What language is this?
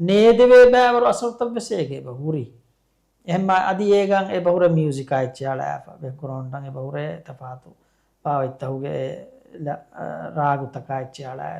Divehi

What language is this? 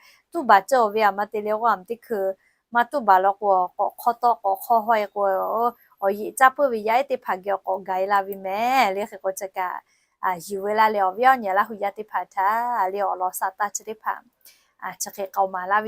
Lahu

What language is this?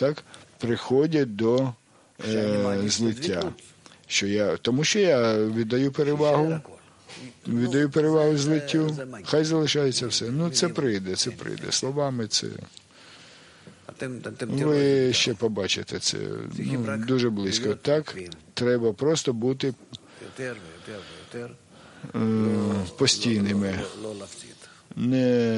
Ukrainian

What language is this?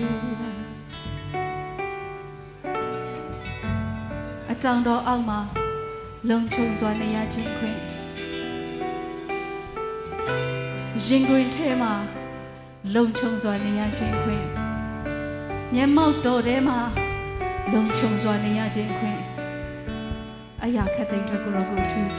Burmese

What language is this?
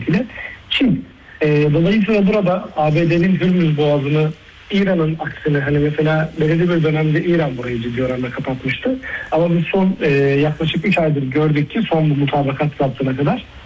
Turkish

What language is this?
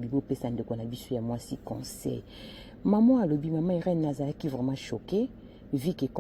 Lingala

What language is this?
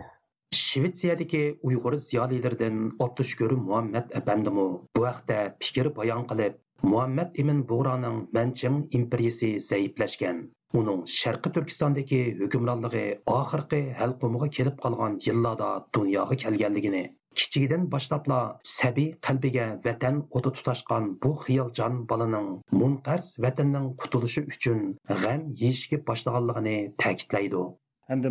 Uyghur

